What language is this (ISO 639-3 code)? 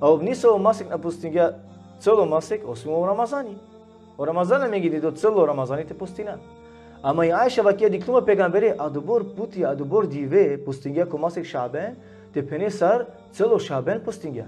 rmn